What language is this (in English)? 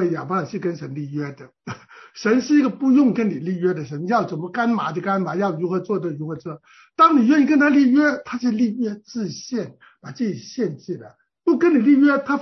Chinese